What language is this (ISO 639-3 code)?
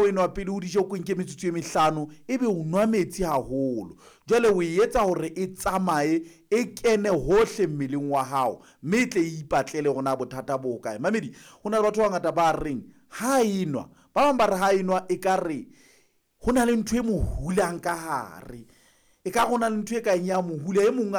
sot